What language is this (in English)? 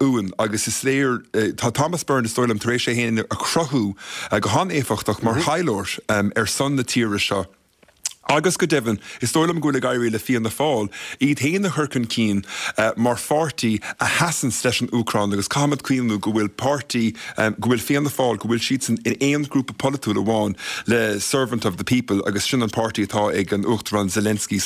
Irish